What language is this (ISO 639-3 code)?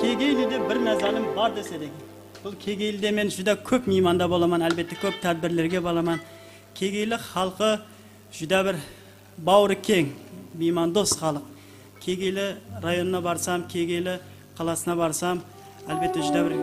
kaa